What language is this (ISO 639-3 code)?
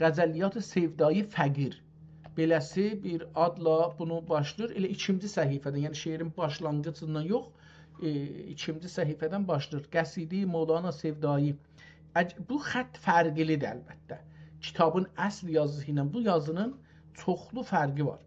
azb